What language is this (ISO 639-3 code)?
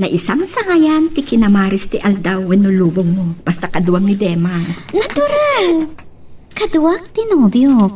ilo